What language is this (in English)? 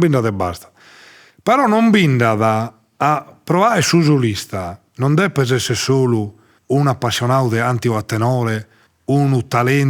Sardinian